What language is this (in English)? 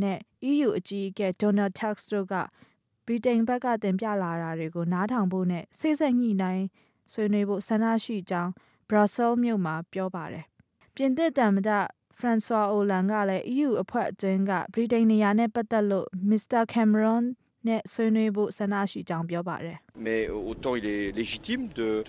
Burmese